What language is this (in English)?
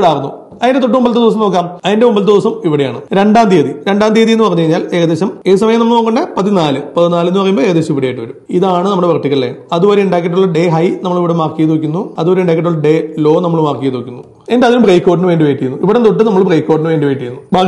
Malayalam